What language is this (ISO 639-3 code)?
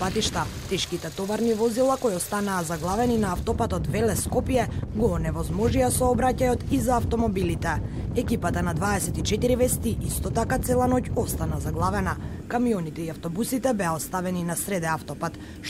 mkd